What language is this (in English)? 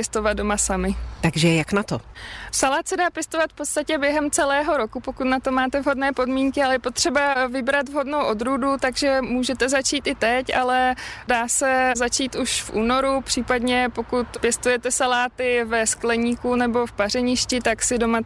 Czech